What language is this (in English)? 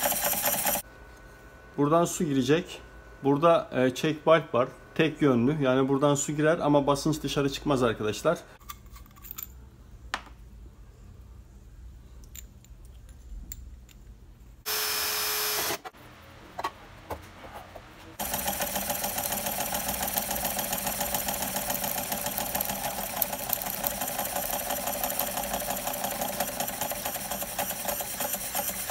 Turkish